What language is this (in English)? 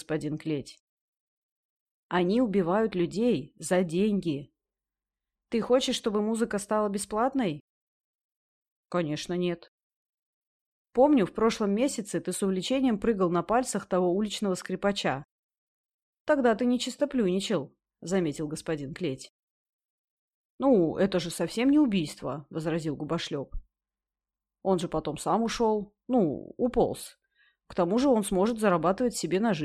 Russian